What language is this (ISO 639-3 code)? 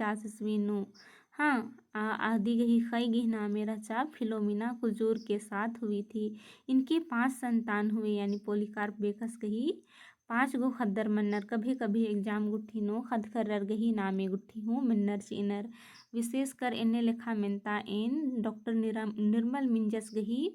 kru